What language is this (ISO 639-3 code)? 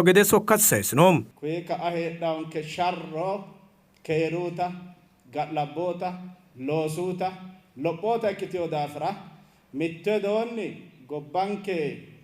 sid